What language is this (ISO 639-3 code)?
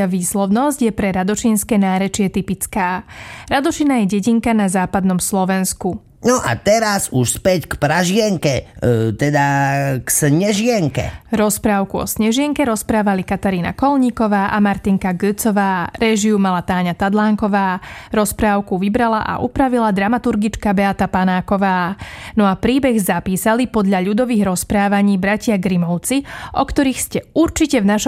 slk